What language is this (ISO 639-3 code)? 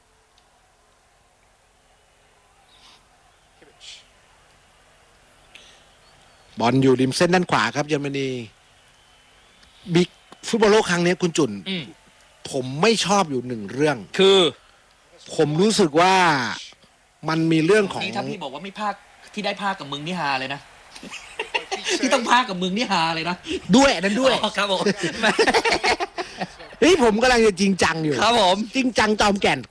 tha